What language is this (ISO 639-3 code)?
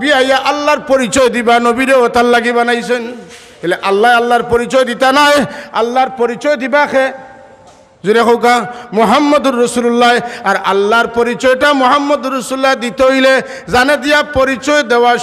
syl